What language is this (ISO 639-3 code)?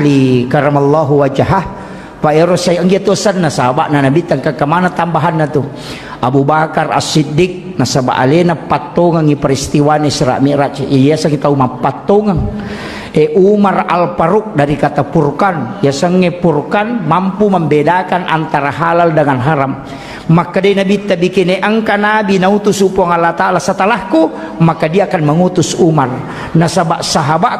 bug